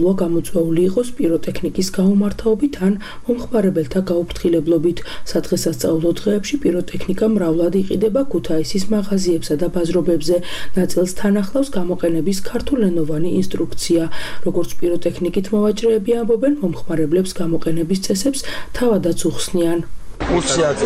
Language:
Georgian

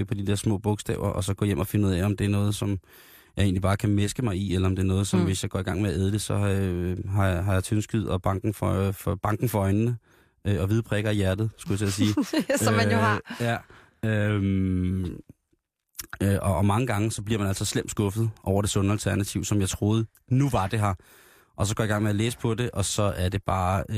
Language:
Danish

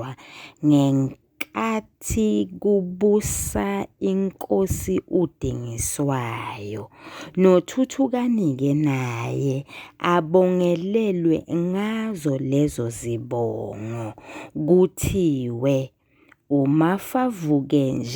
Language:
Zulu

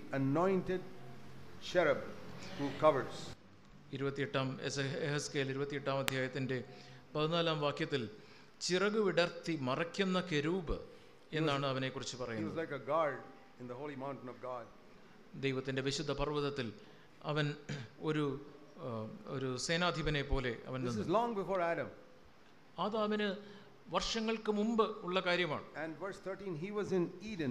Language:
Malayalam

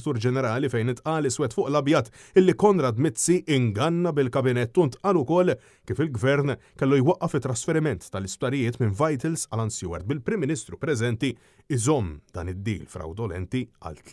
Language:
Maltese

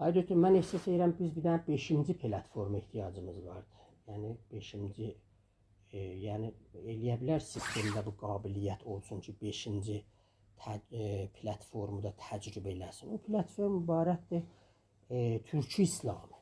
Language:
South Azerbaijani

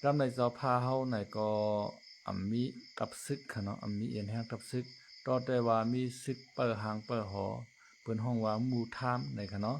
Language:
Shan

